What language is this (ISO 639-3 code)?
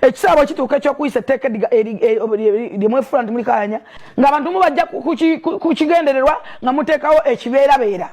lug